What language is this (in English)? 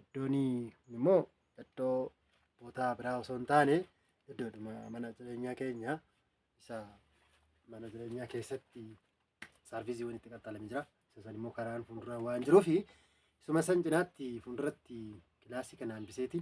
Oromo